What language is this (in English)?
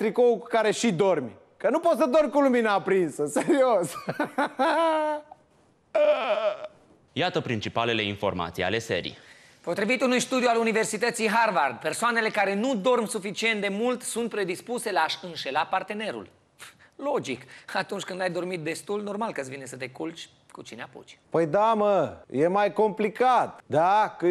Romanian